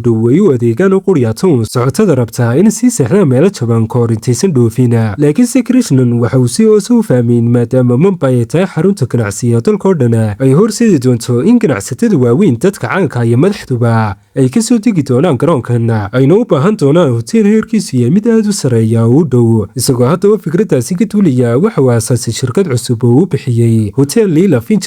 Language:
Somali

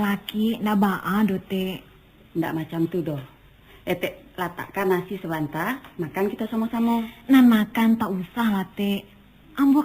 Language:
Minangkabau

